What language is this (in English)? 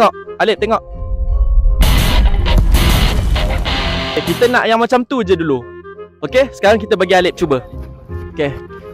Malay